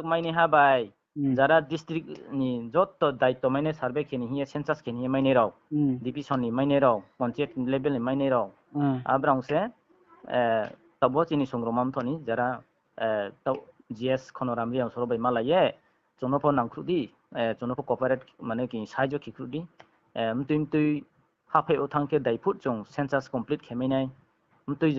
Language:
Riang (India)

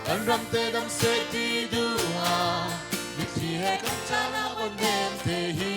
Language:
Hakha Chin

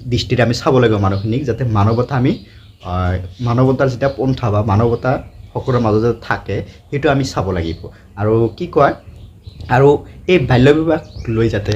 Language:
Assamese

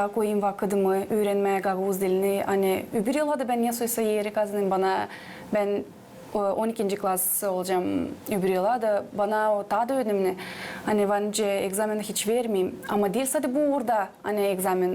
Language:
Gagauz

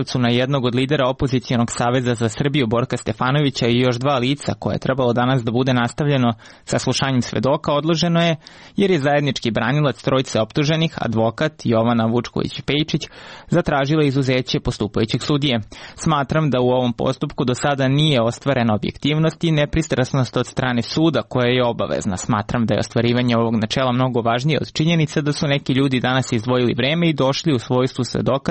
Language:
Serbian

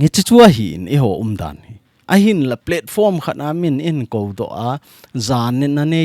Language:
Thado Chin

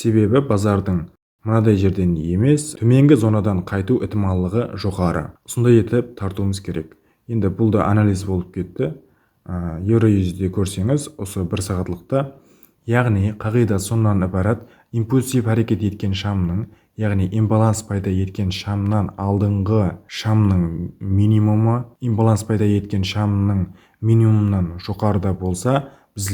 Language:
Kara-Kalpak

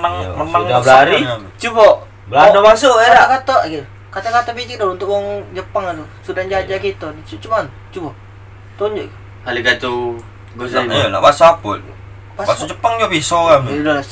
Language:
Musi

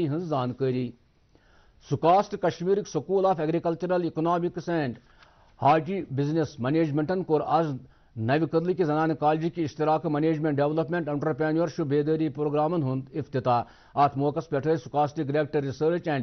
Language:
Kashmiri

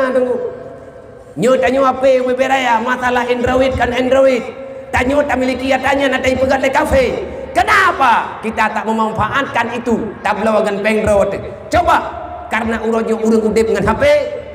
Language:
Achinese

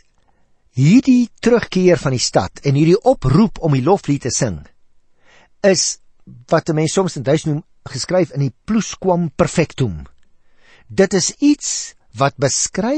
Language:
Afrikaans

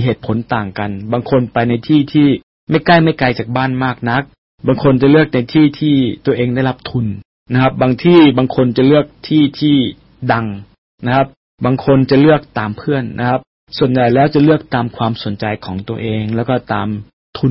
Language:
Thai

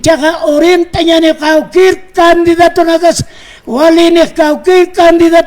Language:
Aymara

